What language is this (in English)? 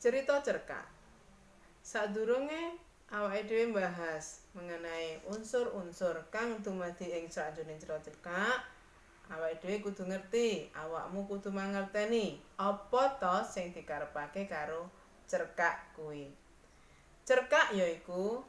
Javanese